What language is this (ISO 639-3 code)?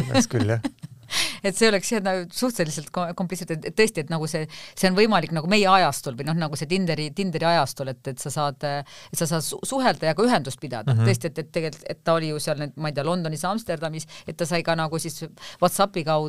est